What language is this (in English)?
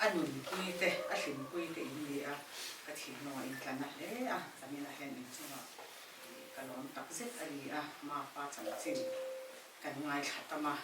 Mizo